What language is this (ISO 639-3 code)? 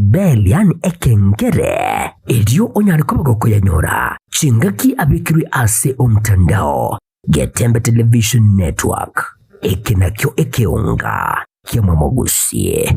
guz